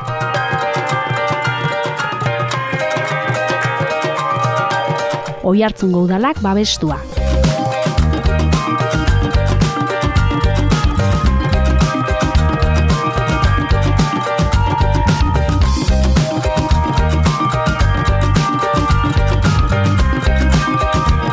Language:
Basque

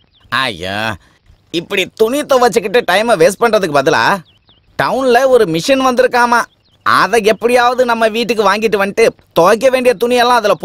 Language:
Tamil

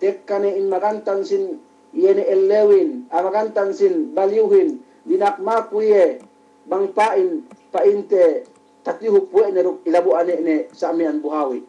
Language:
Yakan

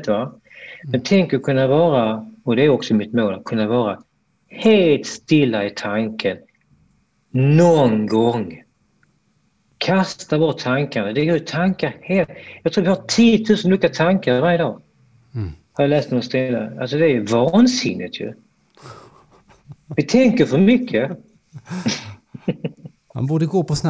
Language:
Swedish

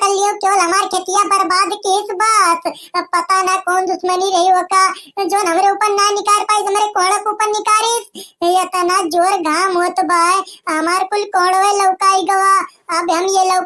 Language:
Awadhi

